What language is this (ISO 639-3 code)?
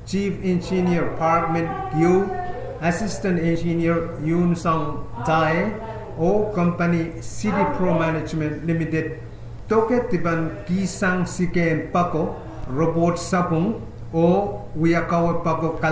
pon